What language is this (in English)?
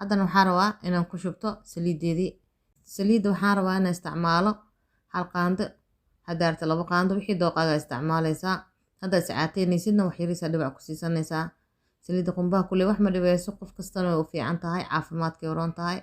Somali